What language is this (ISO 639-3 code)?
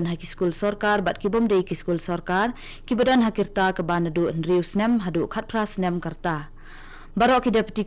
kha